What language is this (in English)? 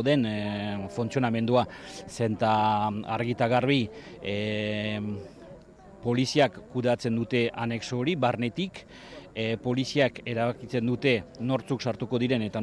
Basque